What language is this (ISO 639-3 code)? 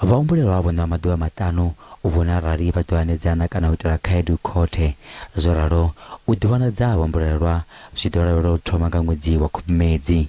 ven